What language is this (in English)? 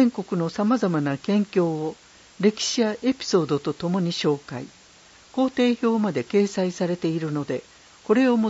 Japanese